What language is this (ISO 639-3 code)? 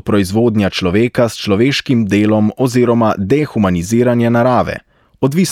slv